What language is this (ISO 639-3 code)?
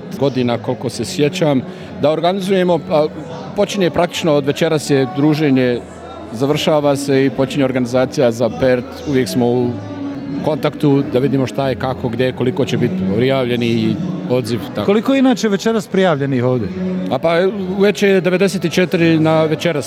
bos